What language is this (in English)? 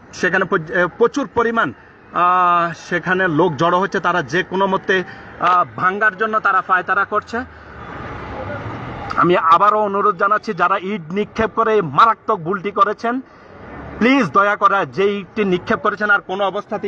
Bangla